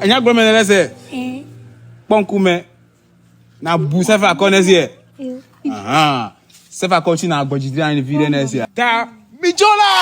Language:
Ewe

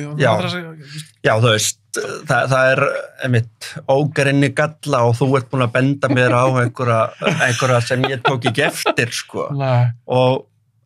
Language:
Icelandic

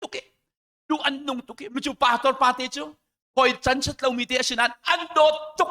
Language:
Hakha Chin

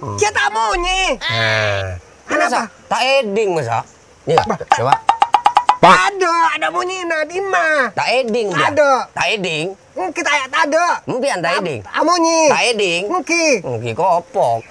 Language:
Madurese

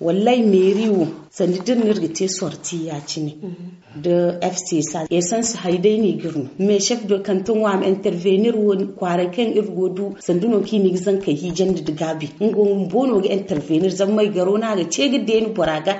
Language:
Zarma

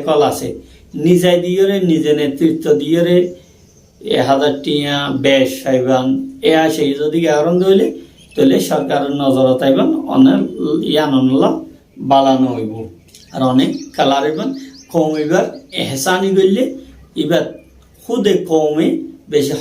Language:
Rohingya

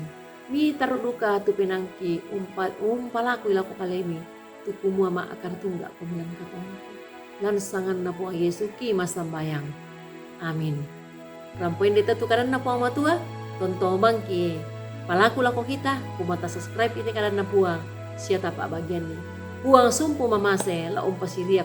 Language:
Toraja-Sa'dan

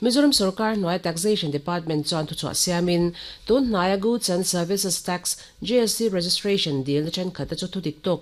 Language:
Mizo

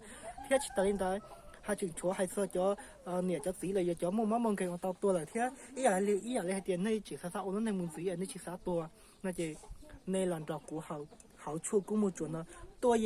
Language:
Hmong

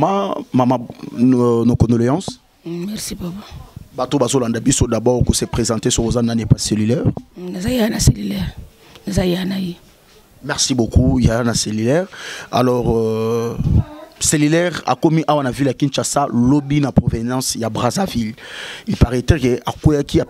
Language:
Lingala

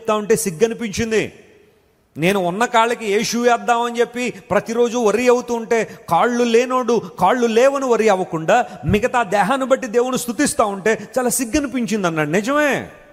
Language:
Telugu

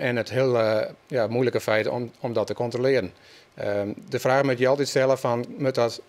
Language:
Western Frisian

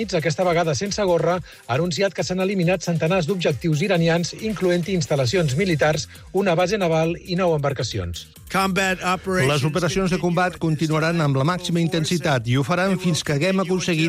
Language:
Catalan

